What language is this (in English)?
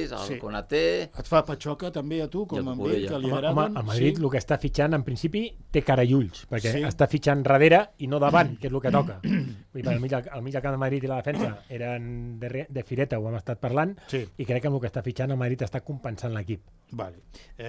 Catalan